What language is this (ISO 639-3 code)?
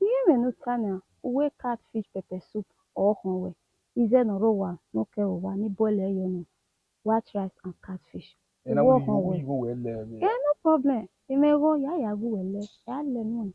bin